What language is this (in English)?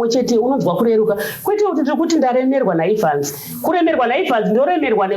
Shona